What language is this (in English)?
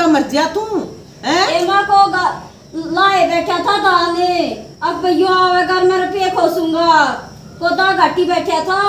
Haryanvi